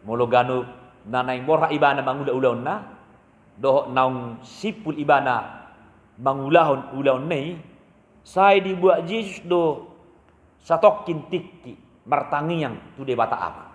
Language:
Batak Toba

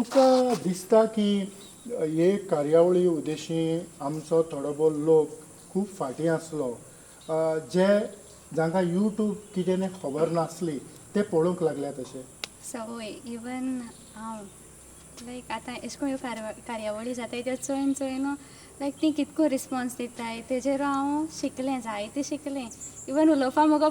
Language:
Konkani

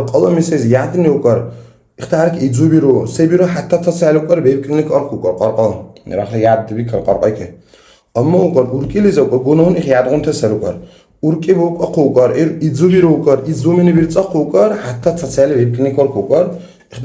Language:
Dargwa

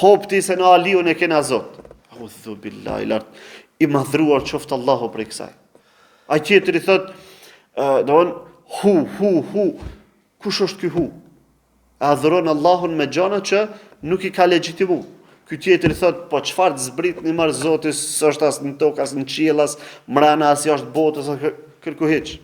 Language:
Albanian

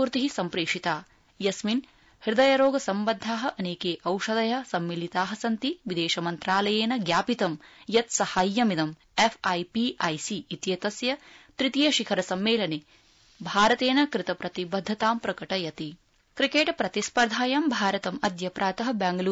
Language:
Sanskrit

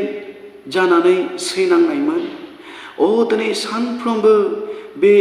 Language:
Bodo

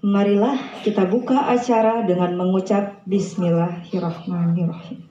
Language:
Betawi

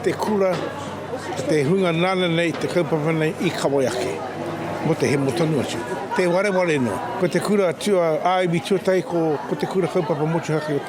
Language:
Māori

